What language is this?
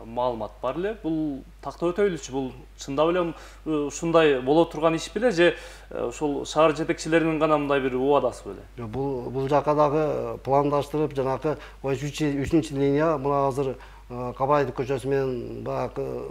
Kyrgyz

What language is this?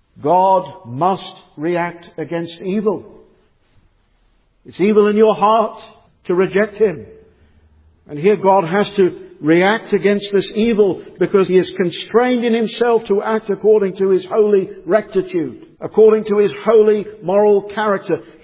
English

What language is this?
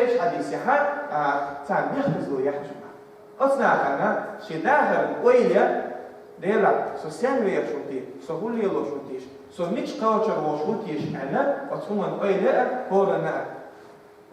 Chechen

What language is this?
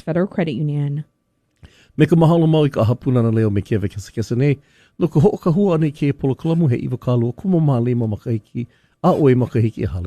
Hawaiian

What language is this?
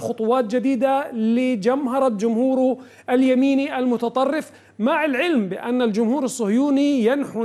Arabic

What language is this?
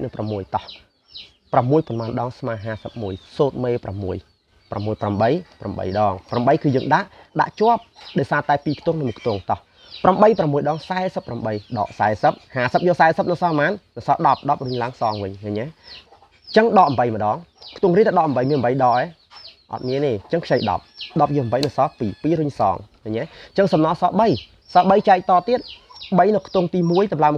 Khmer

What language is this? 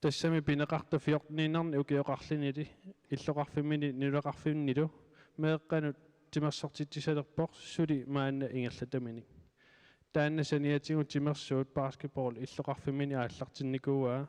Kalaallisut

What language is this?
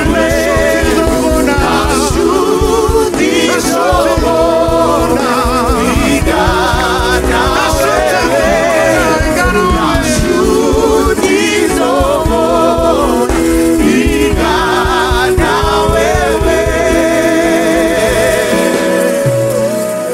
Kinyarwanda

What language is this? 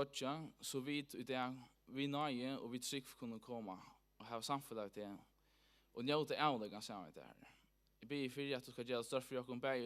Faroese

